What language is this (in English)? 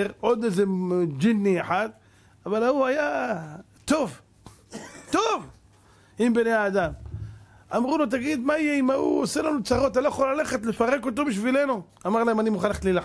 Hebrew